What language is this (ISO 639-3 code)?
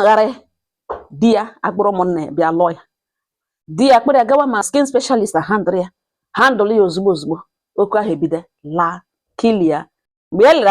ibo